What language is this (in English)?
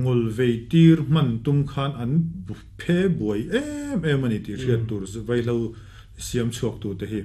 Mizo